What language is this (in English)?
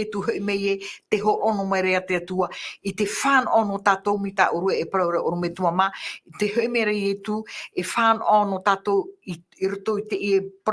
Tahitian